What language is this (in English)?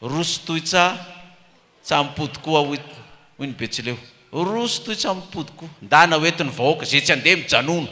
Malagasy